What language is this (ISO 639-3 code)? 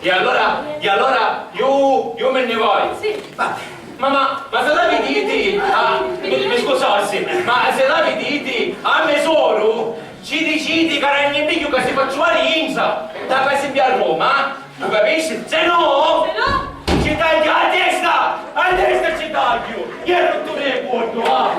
scn